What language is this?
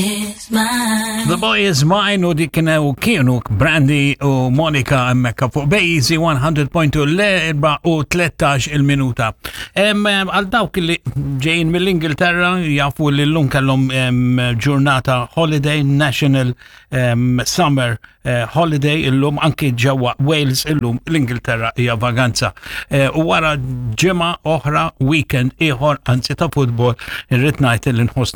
Maltese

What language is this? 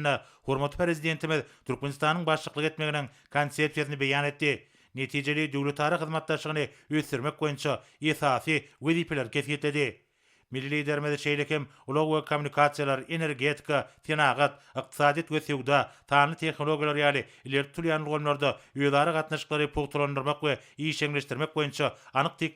Turkmen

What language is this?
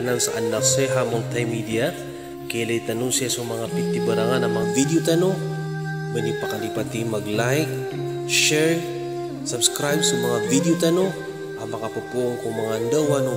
Maranao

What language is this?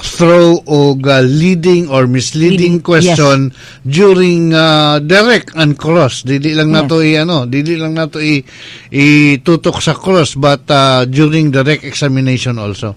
Cebuano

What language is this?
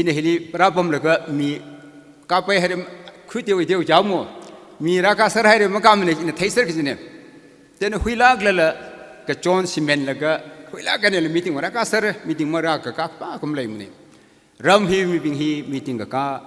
Tangkhul Naga (India)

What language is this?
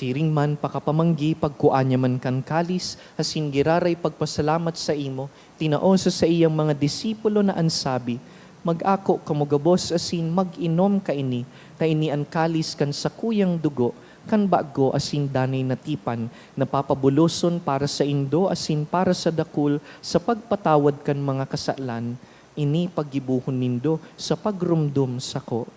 Bikol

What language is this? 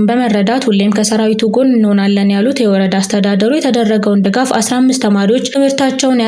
Amharic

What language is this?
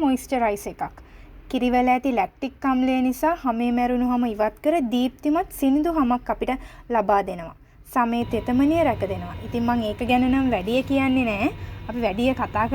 Sinhala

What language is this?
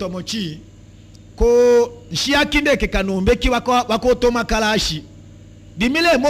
Tetela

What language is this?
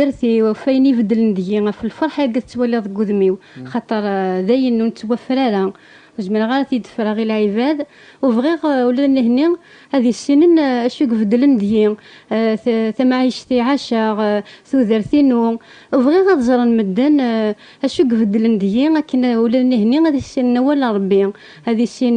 Kabyle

